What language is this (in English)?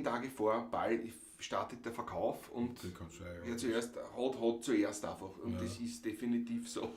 Bavarian